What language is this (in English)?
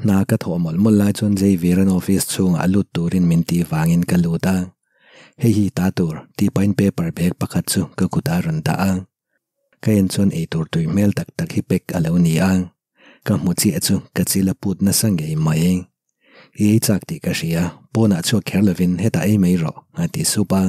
Mizo